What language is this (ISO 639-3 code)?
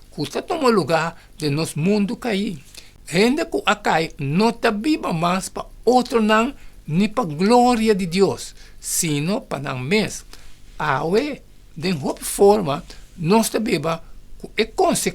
pap